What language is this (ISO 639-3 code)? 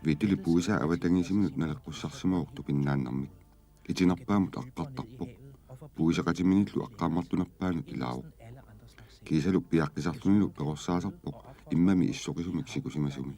kal